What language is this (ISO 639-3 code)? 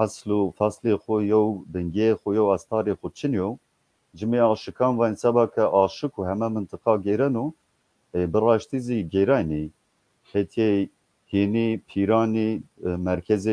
zza